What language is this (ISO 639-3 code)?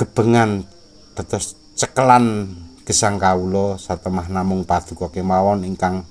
jav